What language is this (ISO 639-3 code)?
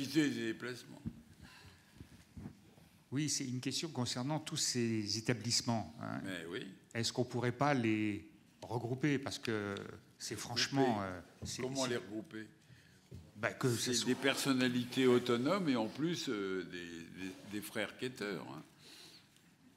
fra